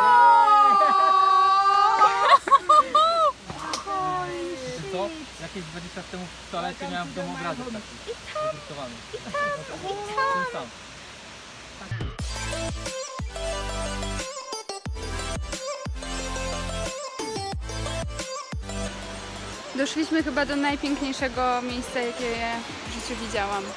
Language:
Polish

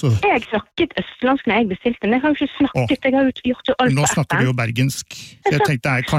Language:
Norwegian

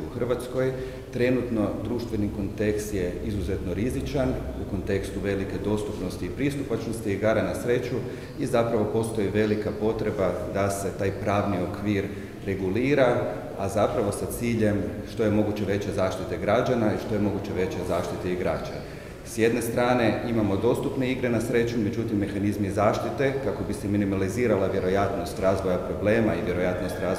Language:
Croatian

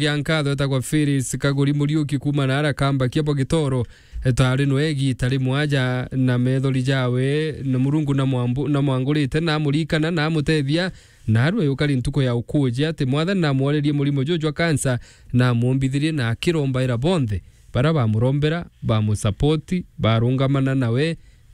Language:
Meru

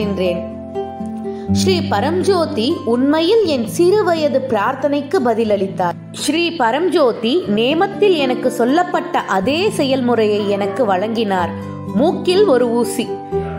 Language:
Tamil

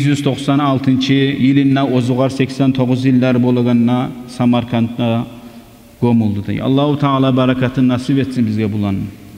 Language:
Kumyk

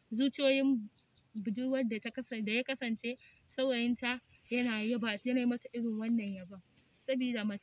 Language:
Hausa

